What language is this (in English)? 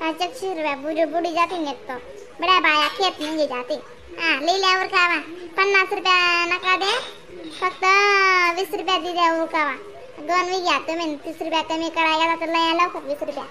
Khandesi